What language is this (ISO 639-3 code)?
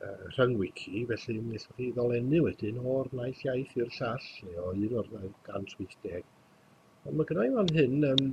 cym